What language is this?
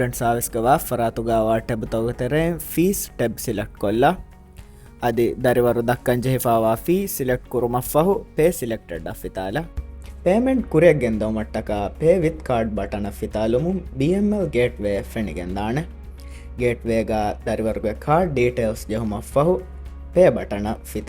Divehi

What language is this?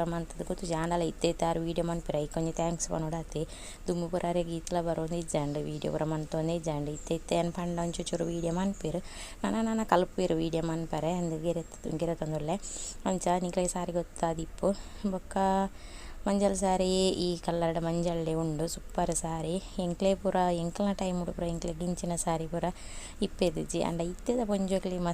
Tulu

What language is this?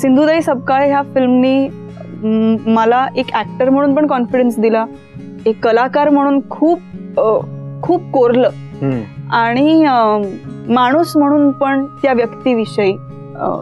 Marathi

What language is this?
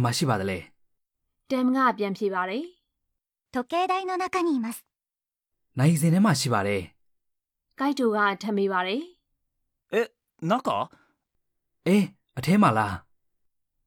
Burmese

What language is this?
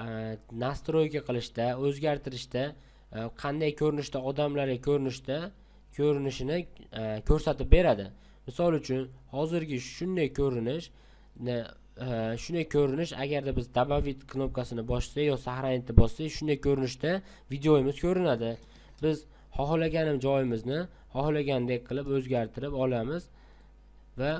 Uzbek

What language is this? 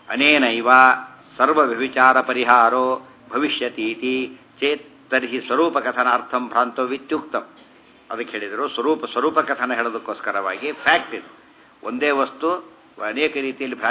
Kannada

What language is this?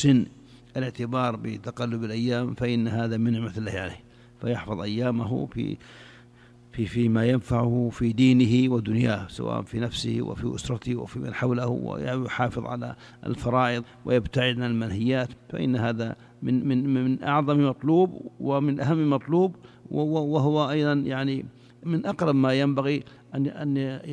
Arabic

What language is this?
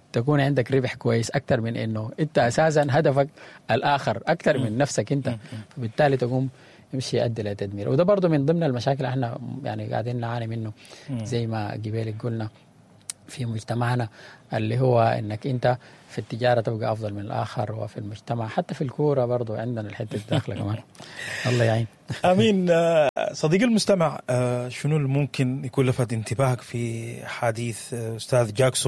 Sudanese Arabic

